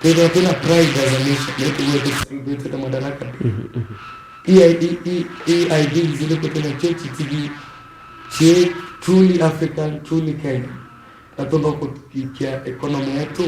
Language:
Meru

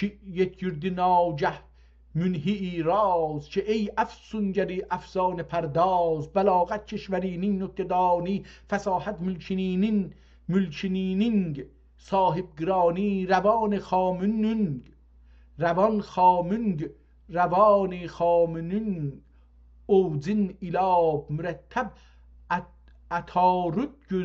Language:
South Azerbaijani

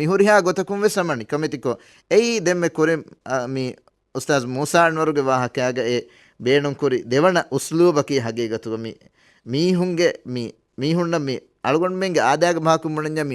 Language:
Divehi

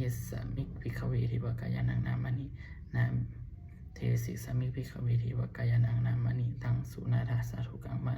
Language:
Pali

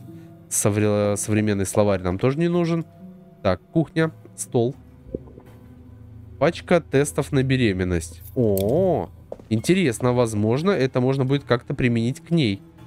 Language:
Russian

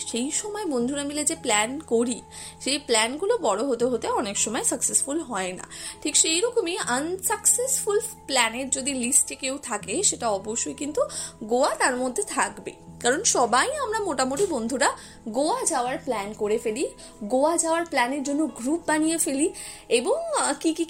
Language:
Bangla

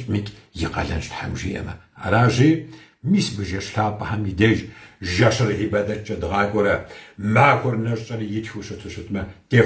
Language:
Kabardian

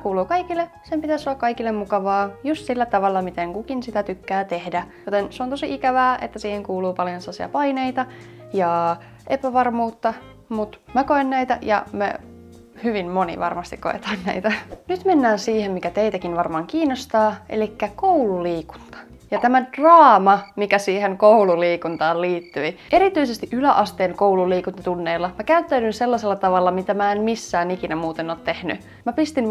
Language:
Finnish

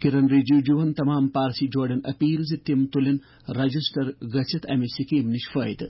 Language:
Kashmiri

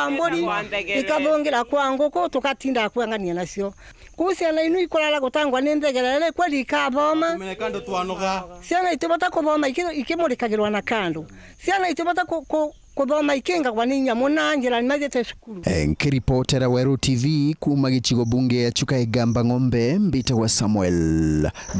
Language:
Meru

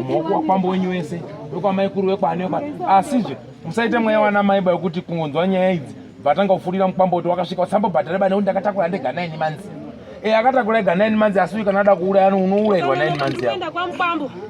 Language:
Shona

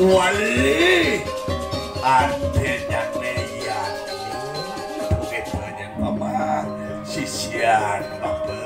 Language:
Balinese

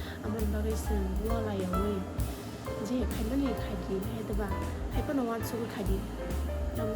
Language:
Kok Borok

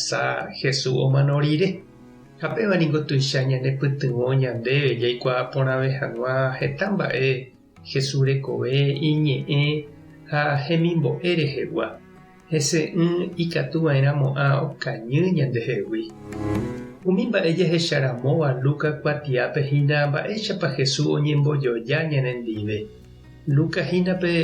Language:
Guarani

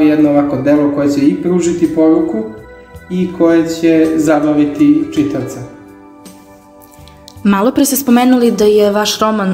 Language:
Serbian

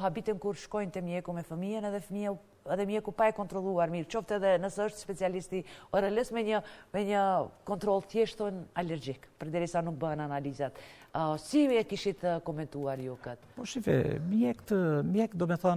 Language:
Albanian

